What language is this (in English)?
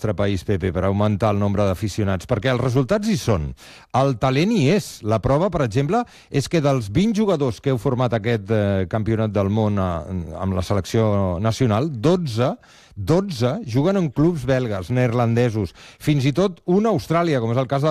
Catalan